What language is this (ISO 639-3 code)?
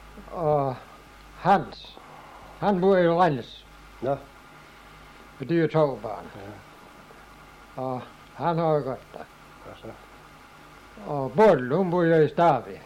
dan